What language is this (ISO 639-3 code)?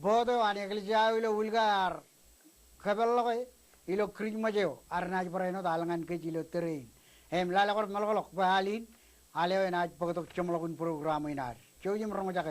mah